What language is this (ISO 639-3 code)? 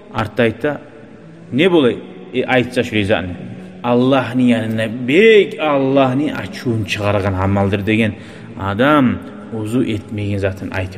kum